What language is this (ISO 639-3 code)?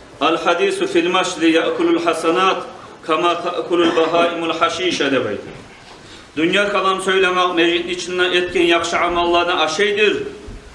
kum